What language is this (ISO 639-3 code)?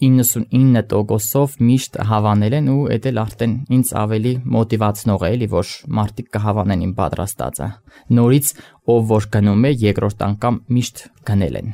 hye